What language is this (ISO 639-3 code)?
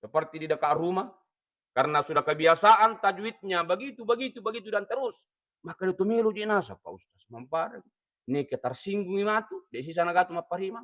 bug